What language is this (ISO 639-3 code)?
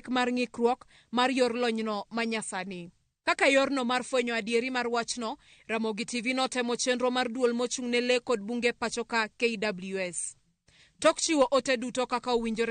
luo